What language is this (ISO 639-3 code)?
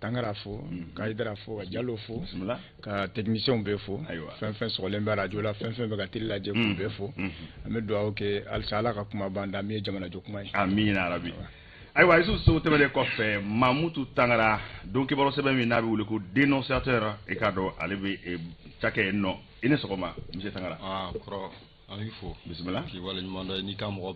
bam